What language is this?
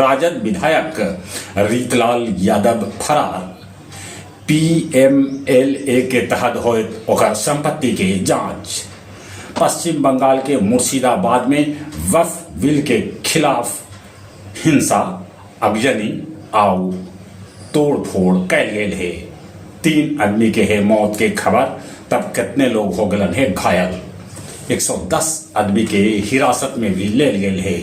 Magahi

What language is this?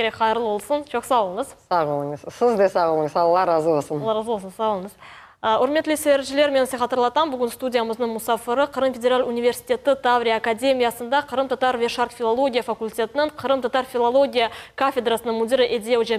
Crimean Tatar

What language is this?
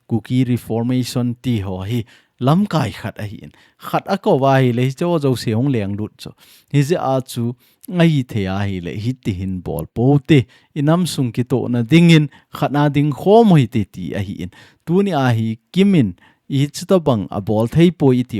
Thado Chin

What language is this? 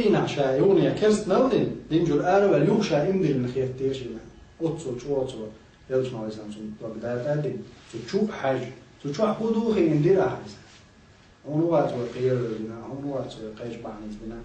Chechen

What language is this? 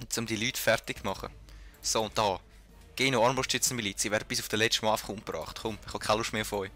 Swiss German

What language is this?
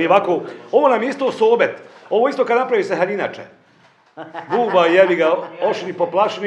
Bosnian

